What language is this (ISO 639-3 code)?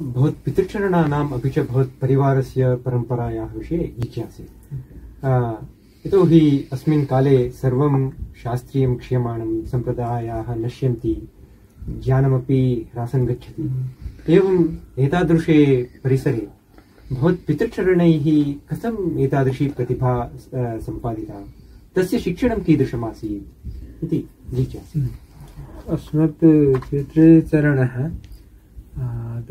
san